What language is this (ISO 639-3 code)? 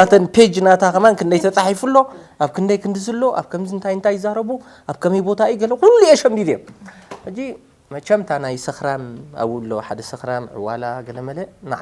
tir